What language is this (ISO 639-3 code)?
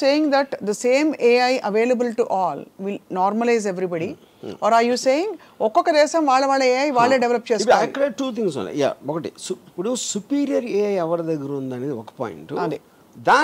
tel